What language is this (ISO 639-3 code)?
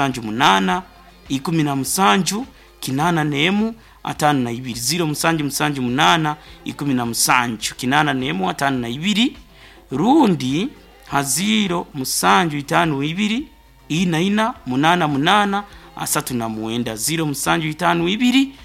nyo